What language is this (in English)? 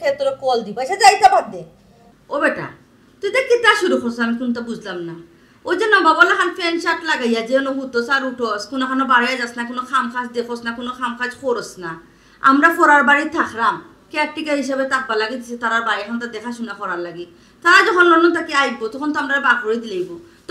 Sylheti